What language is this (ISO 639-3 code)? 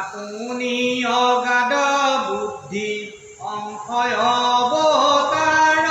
asm